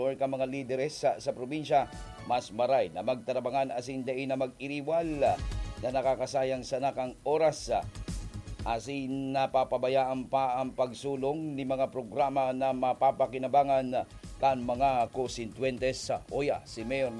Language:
Bikol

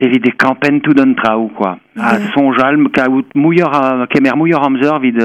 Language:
Breton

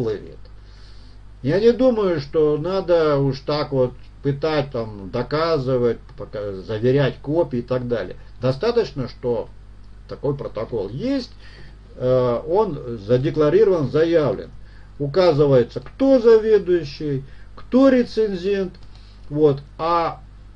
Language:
Russian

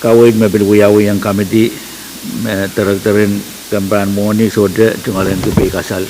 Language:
Pohnpeian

